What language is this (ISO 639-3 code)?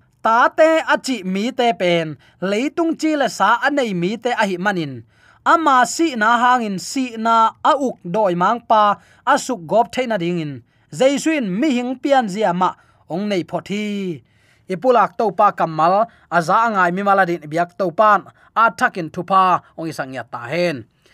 ctd